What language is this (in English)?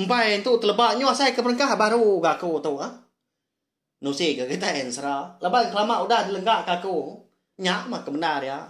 Iban